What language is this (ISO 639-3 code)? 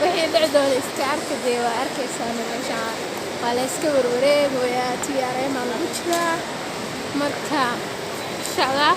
som